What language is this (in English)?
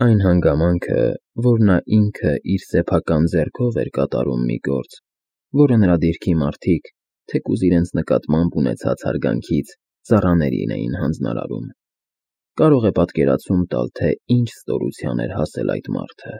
Armenian